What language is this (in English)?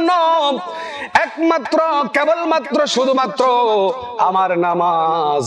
Bangla